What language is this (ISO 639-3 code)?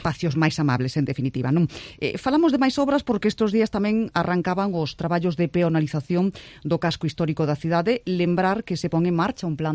glg